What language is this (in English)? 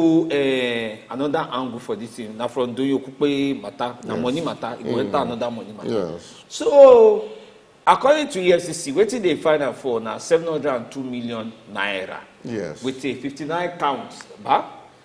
Nigerian Pidgin